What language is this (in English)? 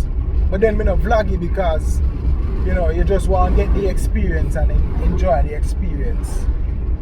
Jamaican Creole English